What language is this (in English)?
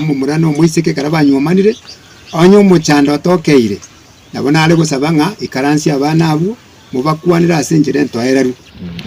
Gusii